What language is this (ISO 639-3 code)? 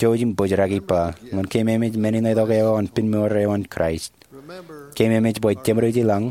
mah